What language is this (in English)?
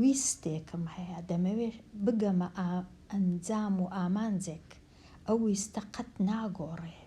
Central Kurdish